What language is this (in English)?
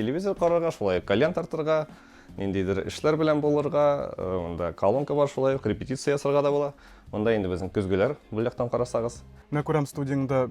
Tatar